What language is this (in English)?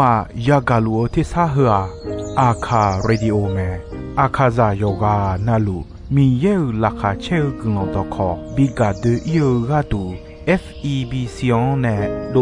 Akha